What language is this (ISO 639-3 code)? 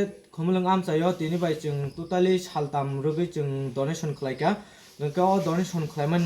trp